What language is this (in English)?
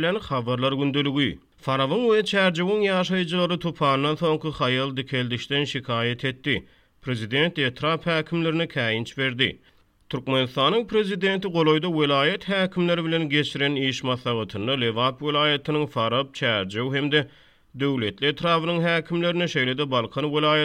Turkmen